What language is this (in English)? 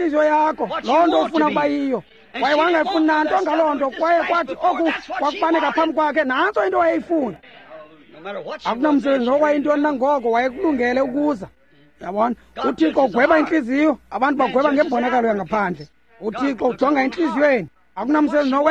Xhosa